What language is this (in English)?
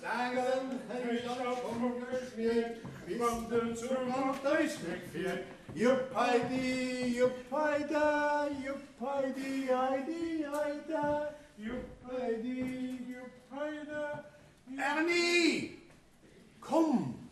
Luxembourgish